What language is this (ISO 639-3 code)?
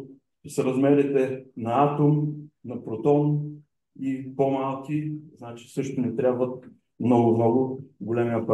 bul